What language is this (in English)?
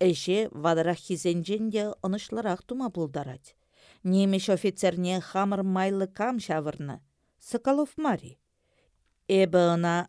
Chuvash